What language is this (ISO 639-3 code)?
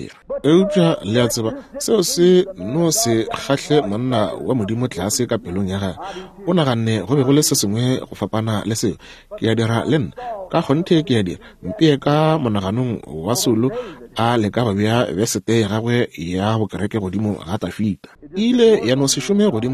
nso